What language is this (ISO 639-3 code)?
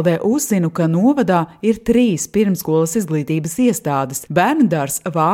lav